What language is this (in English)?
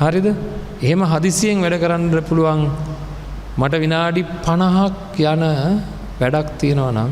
Sinhala